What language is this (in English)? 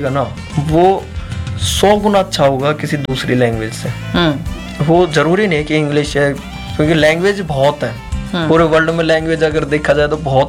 Hindi